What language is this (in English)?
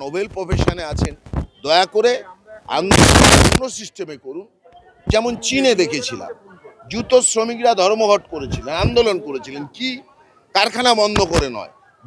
Bangla